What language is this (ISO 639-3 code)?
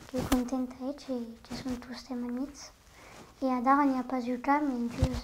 oci